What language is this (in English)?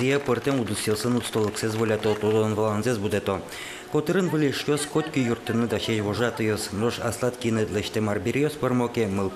Udmurt